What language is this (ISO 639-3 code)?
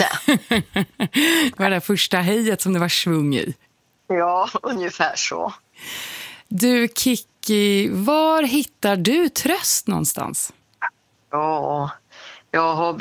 swe